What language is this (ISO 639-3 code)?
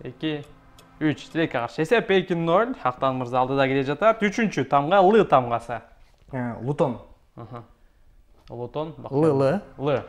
kir